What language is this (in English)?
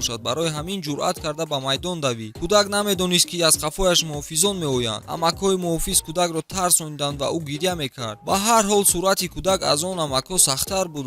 Tajik